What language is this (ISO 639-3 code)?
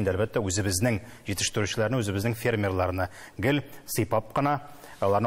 tat